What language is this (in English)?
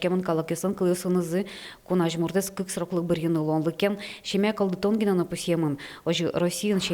Udmurt